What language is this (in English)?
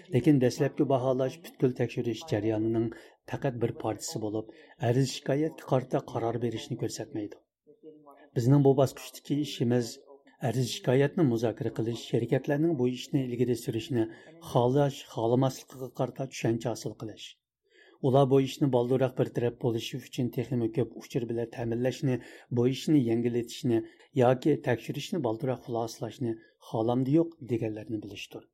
Uyghur